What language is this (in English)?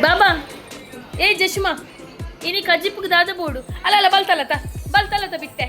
Tulu